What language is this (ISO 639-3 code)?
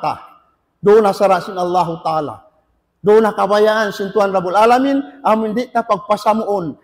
tsg